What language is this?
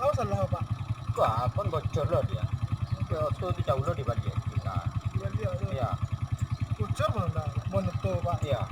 Minangkabau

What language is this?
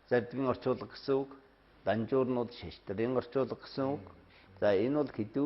Mongolian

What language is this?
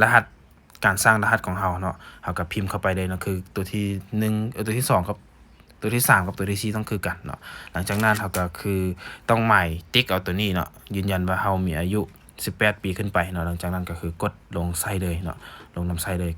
Lao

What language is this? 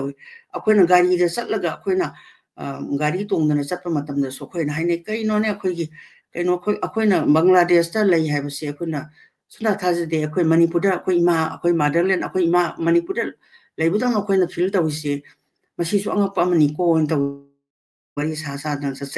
Manipuri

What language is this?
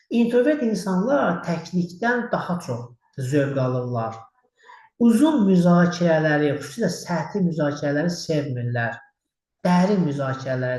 Azerbaijani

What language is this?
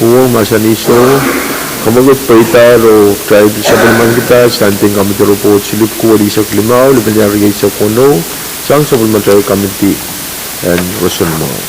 Pohnpeian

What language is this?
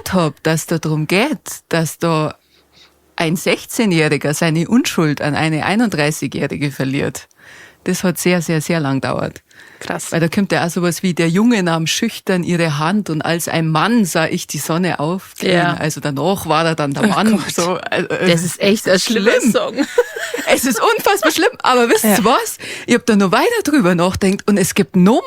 Bavarian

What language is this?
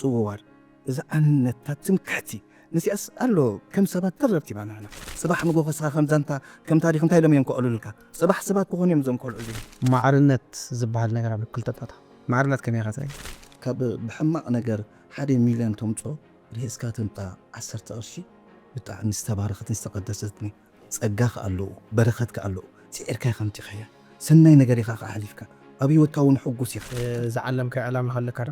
Tigrinya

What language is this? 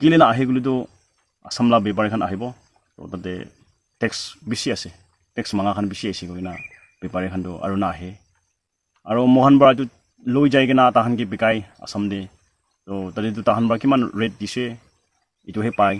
Naga Pidgin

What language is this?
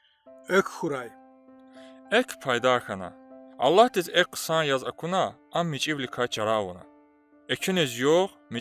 Lezghian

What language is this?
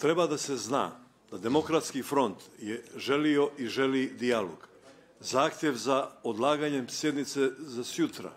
Bosnian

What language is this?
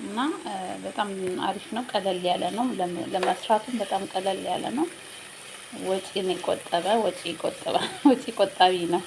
Amharic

